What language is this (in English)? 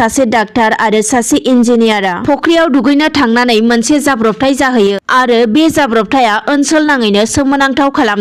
Bodo